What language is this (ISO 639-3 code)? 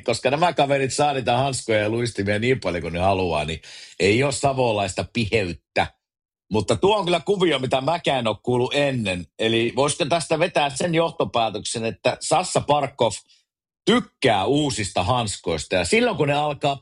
fin